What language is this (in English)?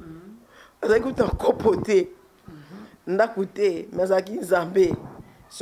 Lingala